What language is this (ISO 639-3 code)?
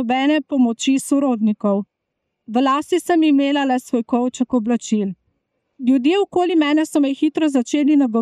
slv